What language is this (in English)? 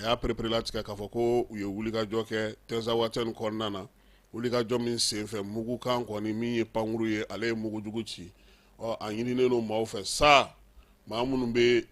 Bambara